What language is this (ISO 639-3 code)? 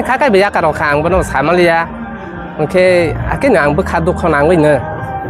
trp